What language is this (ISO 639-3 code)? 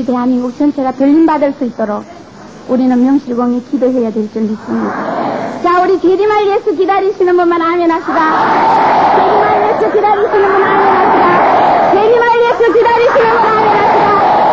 kor